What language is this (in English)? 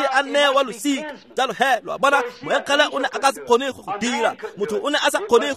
Tswana